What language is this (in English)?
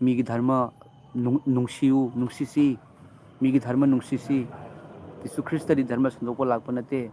Manipuri